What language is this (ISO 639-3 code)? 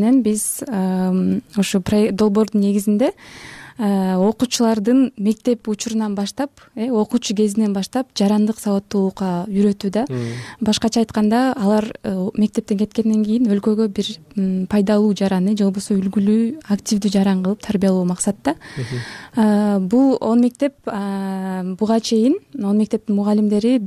kir